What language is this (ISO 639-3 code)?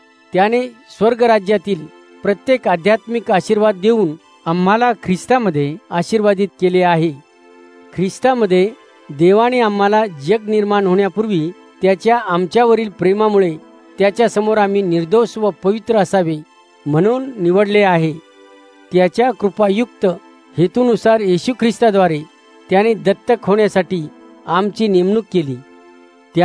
mar